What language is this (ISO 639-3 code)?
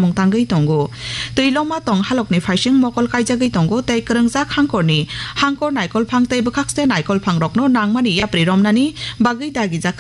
trp